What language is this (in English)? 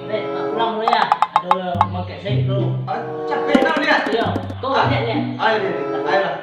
Minangkabau